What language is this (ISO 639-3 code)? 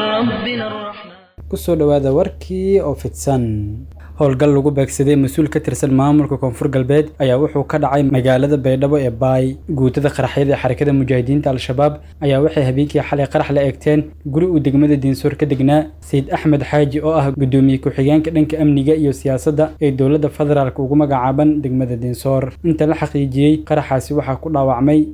som